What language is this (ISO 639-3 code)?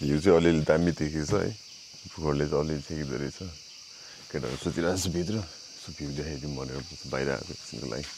nep